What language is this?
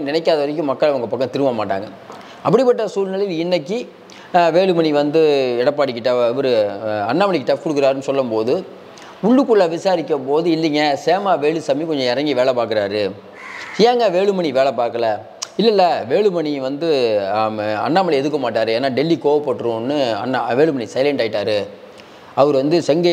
Tamil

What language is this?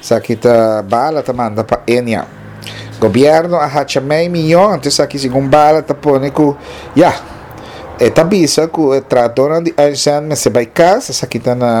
Papiamento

